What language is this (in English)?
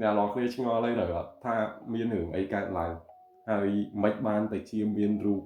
Khmer